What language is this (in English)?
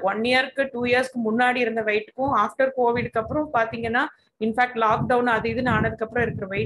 Tamil